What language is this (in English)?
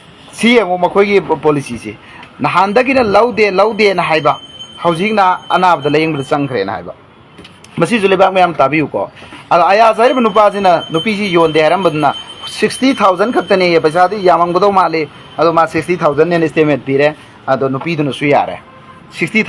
Manipuri